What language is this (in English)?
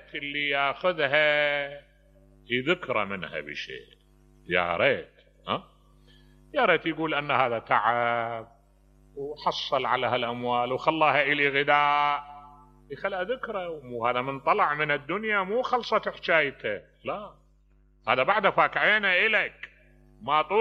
Mesopotamian Arabic